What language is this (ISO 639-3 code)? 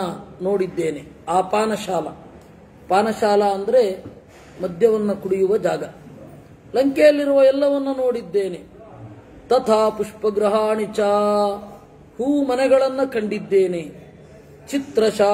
kan